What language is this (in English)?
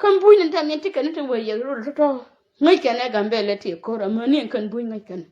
Nuer